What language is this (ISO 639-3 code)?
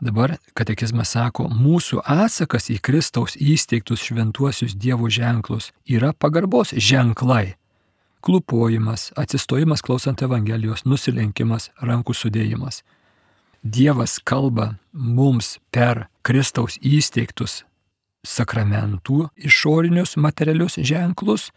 lit